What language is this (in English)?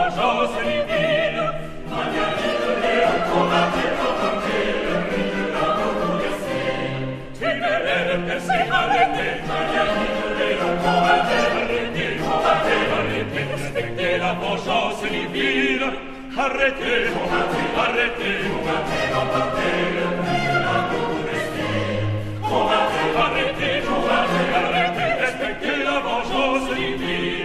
French